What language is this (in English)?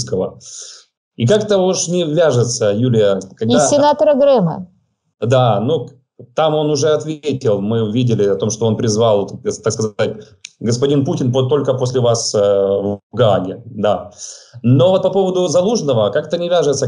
Russian